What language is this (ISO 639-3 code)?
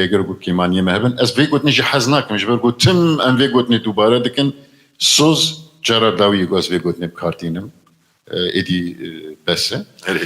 kur